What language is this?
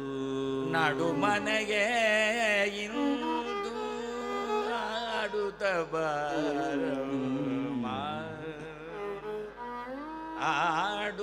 Kannada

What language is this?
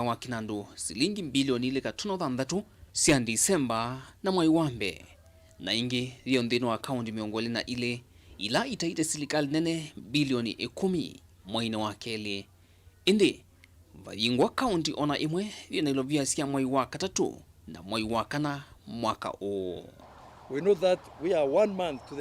Kamba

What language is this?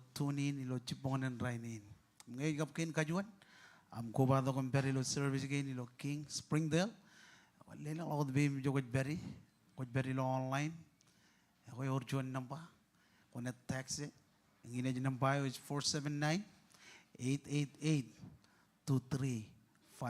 Marshallese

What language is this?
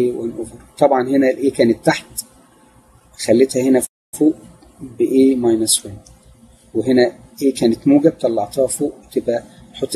Egyptian Arabic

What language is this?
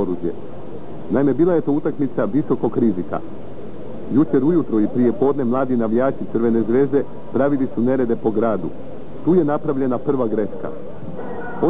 Croatian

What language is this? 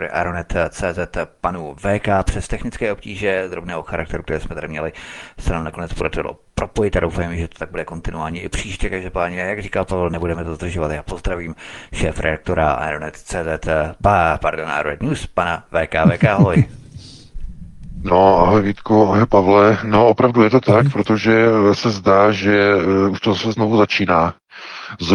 Czech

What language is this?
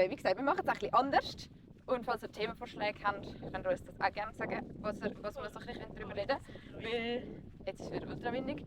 Swiss German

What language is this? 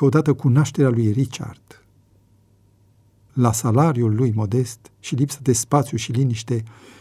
Romanian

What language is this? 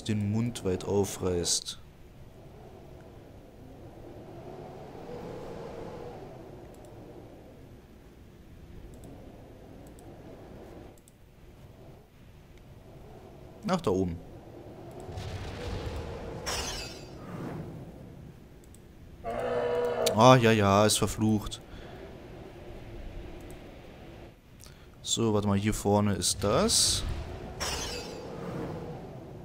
German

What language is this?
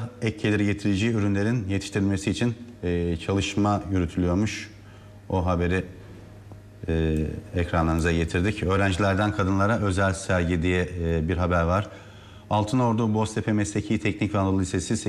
Turkish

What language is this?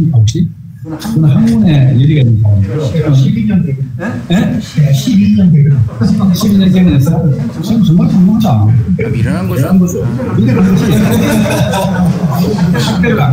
Korean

